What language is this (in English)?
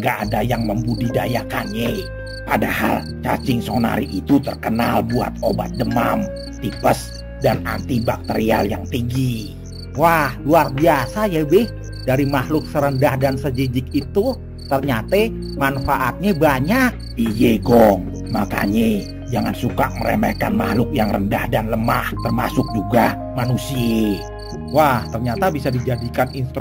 Betawi